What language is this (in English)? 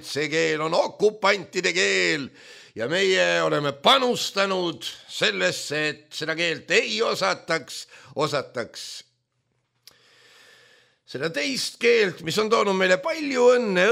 Estonian